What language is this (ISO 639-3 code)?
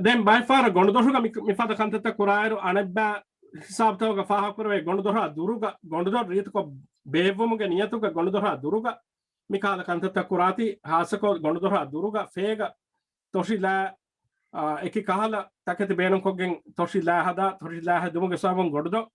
div